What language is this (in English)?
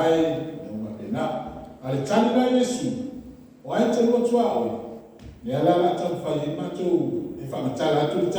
Samoan